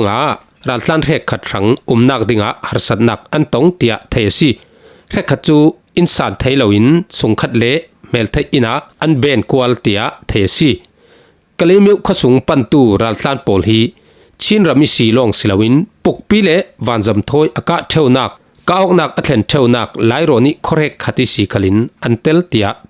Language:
Falam Chin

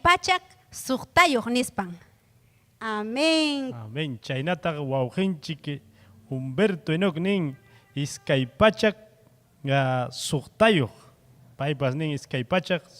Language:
Ayacucho Quechua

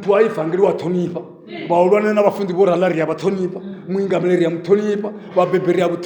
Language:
Venda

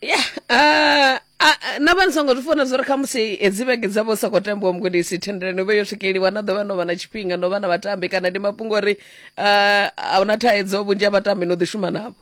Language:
Venda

